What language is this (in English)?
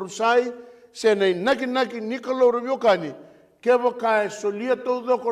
Fijian